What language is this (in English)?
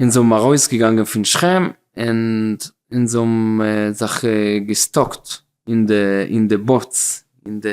Yiddish